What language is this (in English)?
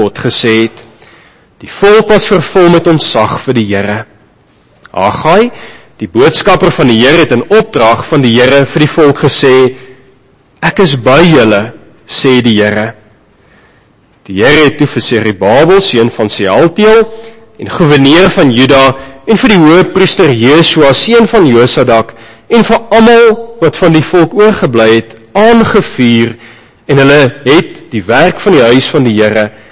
Afrikaans